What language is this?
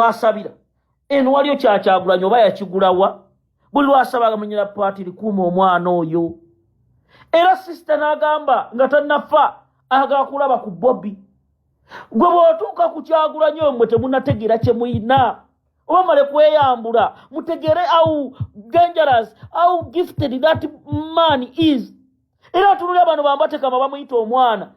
Ganda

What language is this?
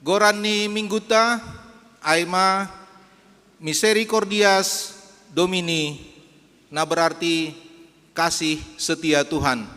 Batak Simalungun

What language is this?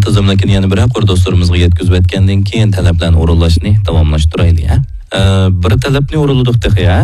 Uyghur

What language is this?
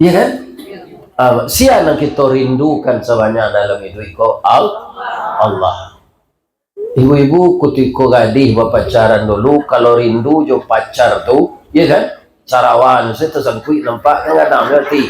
Minangkabau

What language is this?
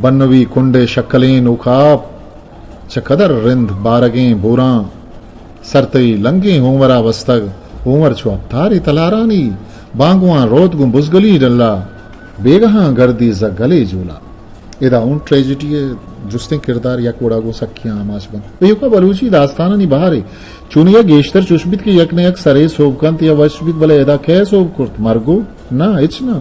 Eastern Balochi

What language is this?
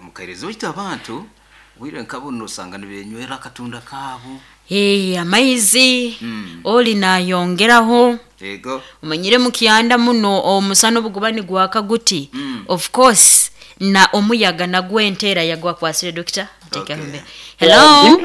Nyoro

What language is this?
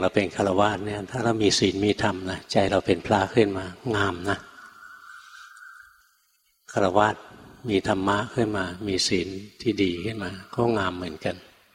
Thai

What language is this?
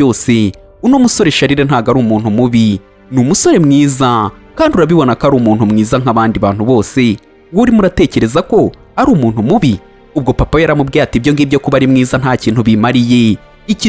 Kinyarwanda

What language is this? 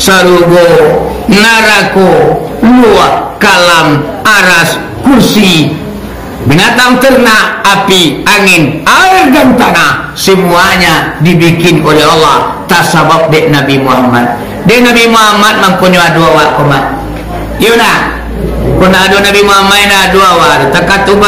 Minangkabau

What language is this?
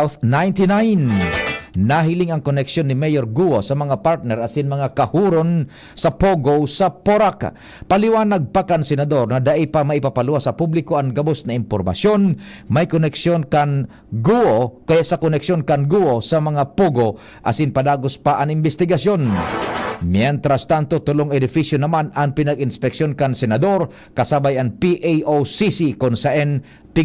Bikol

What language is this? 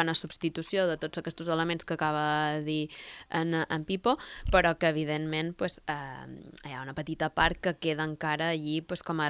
Catalan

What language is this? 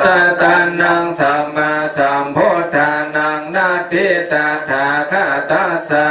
Pali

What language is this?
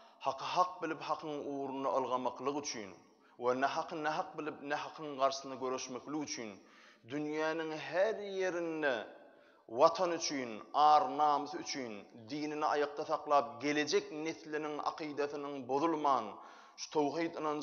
Turkmen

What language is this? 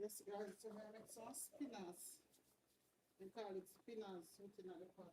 Jamaican Creole English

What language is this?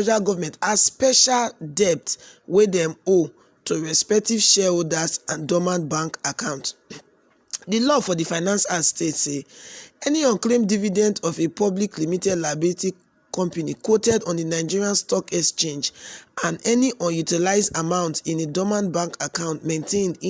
Nigerian Pidgin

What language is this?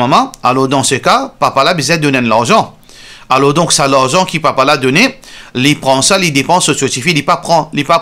Morisyen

